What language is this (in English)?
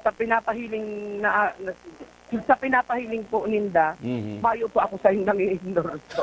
Bikol